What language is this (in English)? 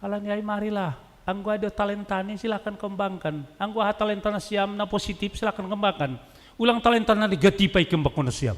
Batak Simalungun